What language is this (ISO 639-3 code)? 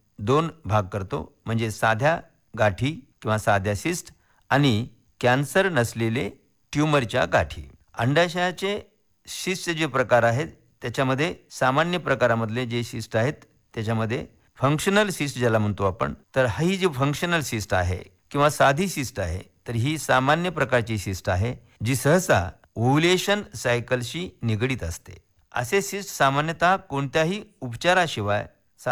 mar